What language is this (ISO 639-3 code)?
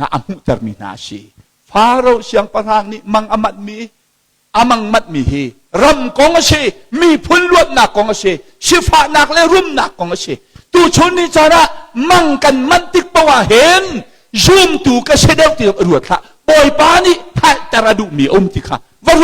cnh